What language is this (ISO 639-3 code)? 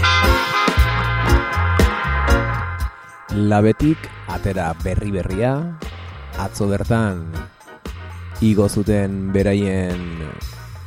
eus